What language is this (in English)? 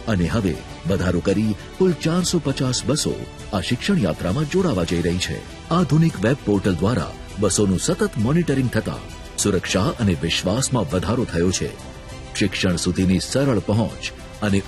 Gujarati